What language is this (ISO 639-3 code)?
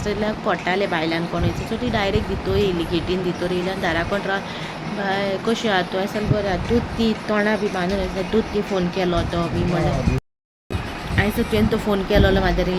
kok